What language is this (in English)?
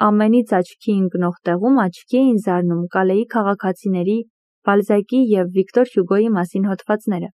Armenian